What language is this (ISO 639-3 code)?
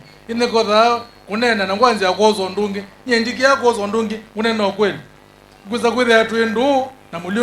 kam